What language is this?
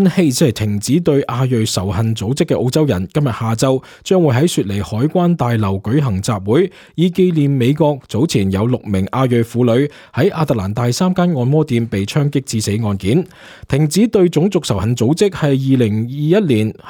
Cantonese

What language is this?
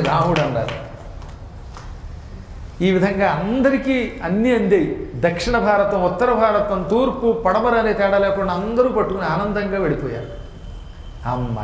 Telugu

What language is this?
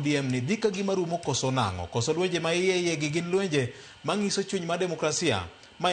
Luo (Kenya and Tanzania)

